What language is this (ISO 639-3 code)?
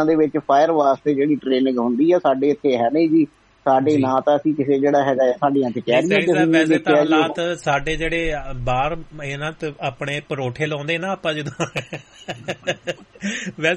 pan